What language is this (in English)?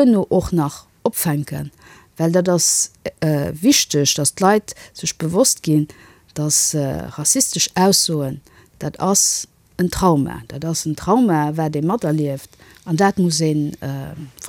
Luxembourgish